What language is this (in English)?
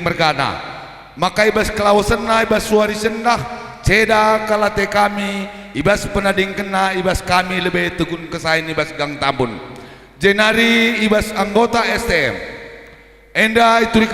Batak Karo